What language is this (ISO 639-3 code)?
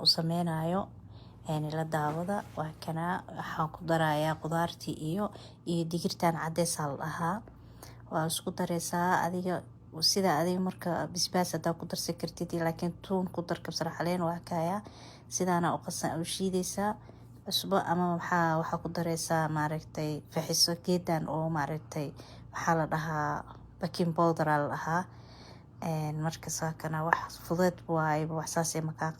som